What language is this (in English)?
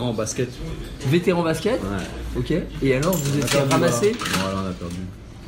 French